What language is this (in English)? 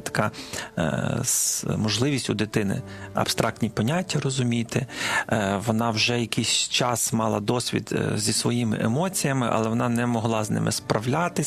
Ukrainian